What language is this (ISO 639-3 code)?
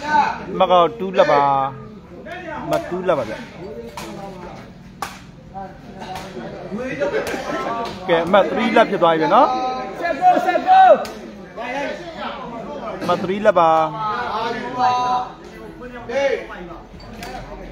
mya